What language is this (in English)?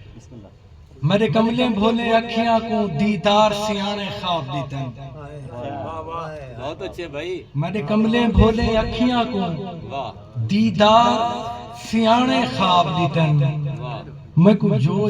Saraiki